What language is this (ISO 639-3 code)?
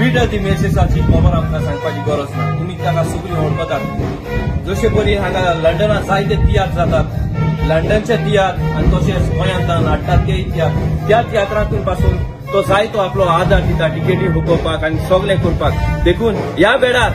kok